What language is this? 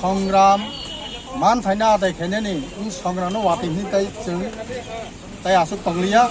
Kok Borok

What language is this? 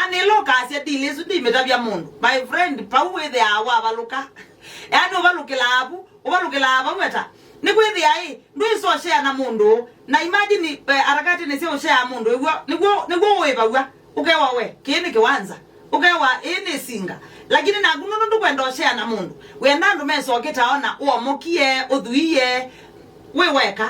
Kamba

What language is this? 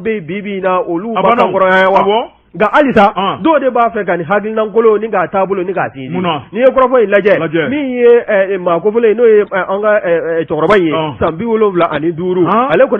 Bambara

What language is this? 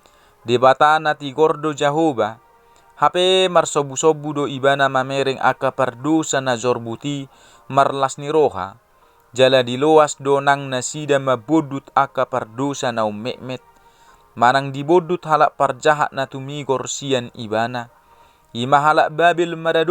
Batak Toba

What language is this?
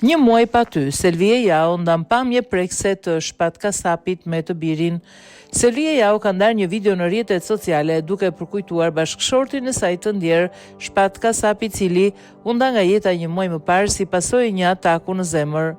Albanian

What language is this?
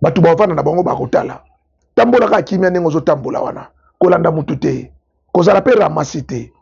Lingala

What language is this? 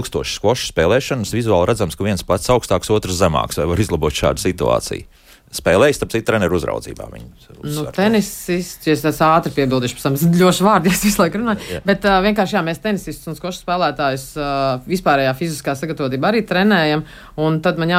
Latvian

